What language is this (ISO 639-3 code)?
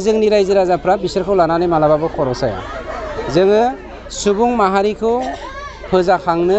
brx